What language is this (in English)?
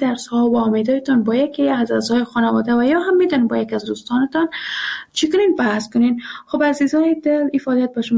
Persian